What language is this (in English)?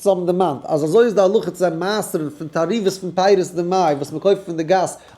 Yiddish